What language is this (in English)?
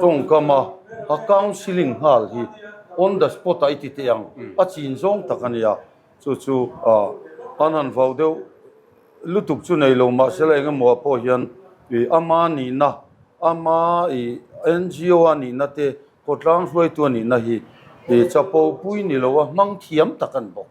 Mizo